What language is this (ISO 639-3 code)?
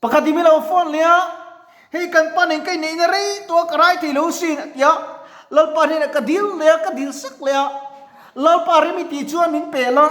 lus